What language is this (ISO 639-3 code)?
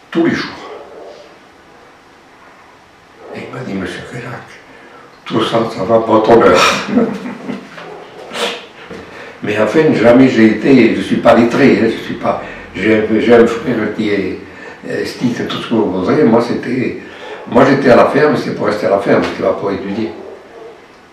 fra